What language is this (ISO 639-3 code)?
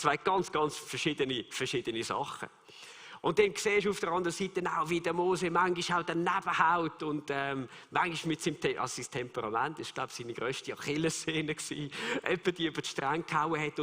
gsw